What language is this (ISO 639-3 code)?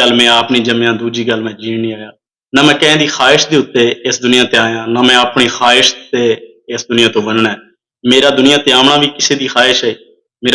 skr